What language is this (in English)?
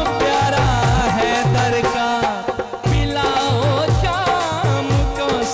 Saraiki